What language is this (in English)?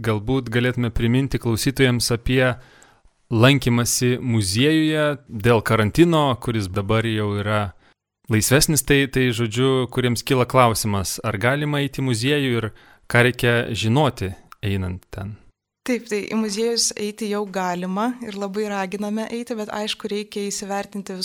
Lithuanian